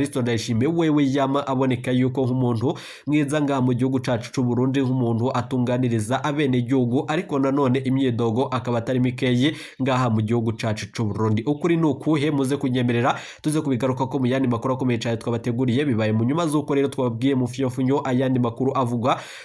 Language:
Rundi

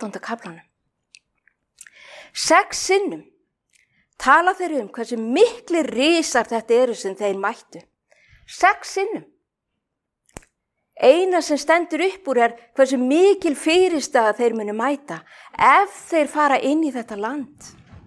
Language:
Icelandic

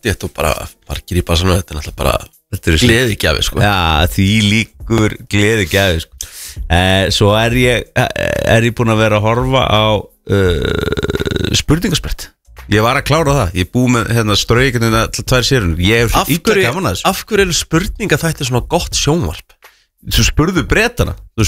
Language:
Icelandic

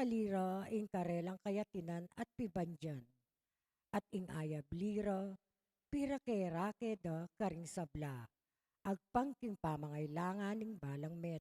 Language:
Pampanga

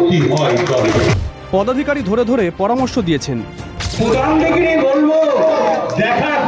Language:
Bangla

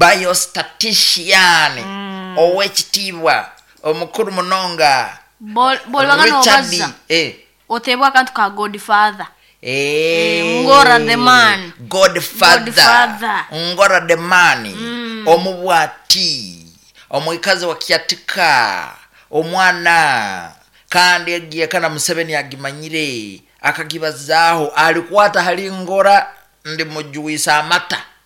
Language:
Nyoro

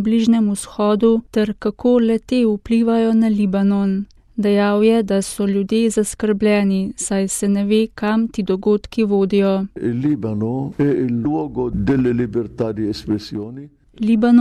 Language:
Slovenian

